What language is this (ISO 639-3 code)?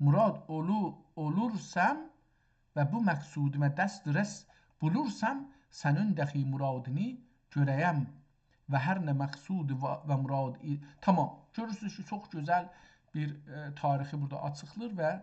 azb